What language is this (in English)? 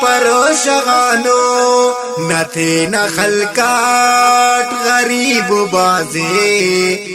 Brahui